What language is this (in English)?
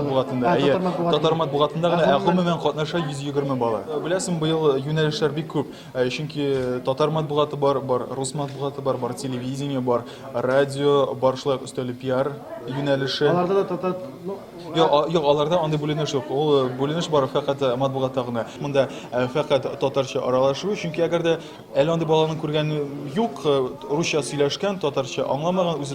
Tatar